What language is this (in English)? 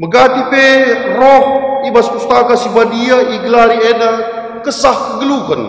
Batak Karo